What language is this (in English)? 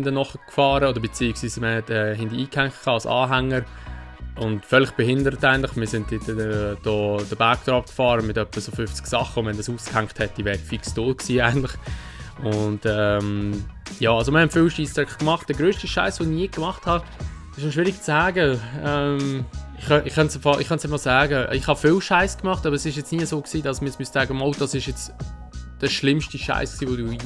Swiss German